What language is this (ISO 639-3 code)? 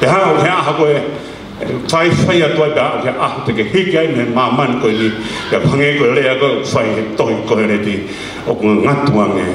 ton